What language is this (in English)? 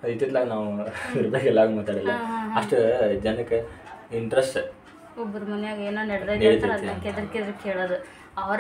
Kannada